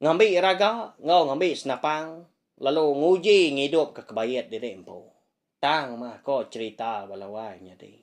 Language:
Iban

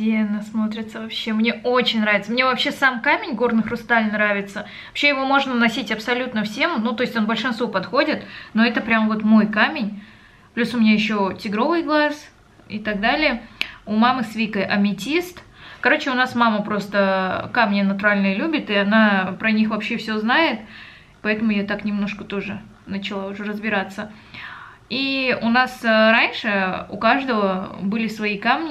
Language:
Russian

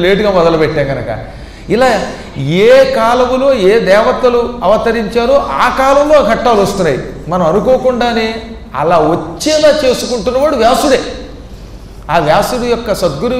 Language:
Telugu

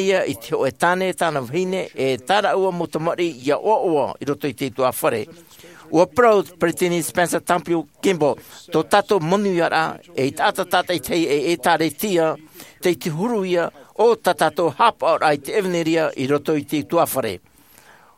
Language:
Tahitian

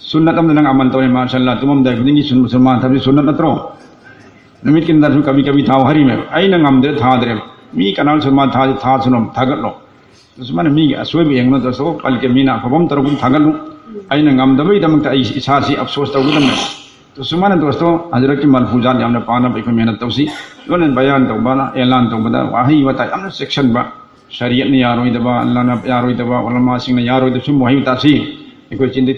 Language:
Manipuri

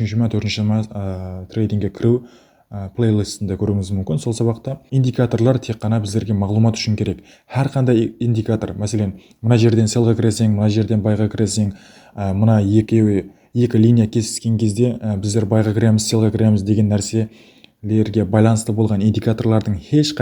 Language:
Kara-Kalpak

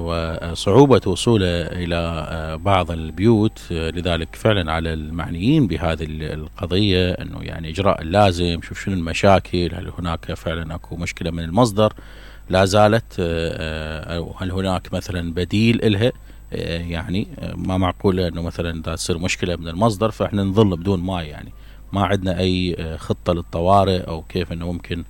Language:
Mesopotamian Arabic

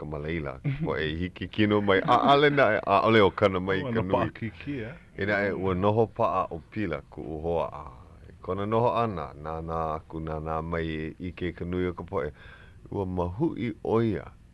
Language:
Hawaiian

